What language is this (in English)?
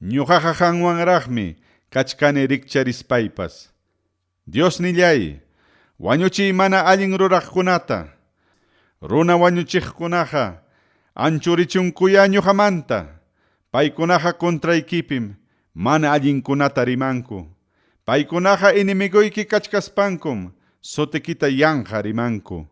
Ayacucho Quechua